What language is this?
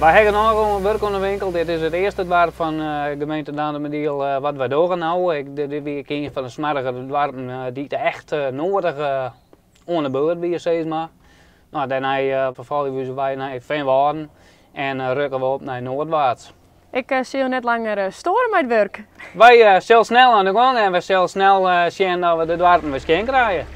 Western Frisian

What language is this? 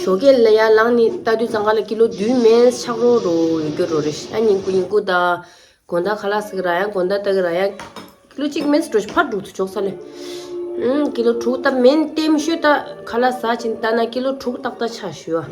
Tibetan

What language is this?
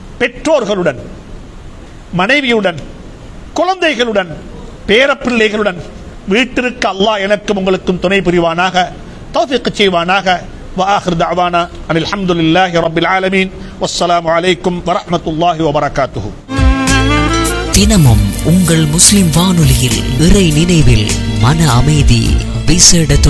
Tamil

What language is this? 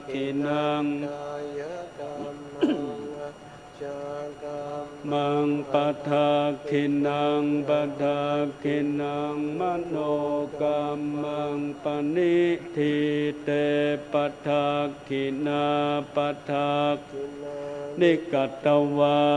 Pali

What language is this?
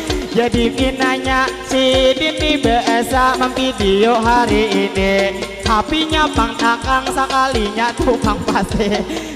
Banjar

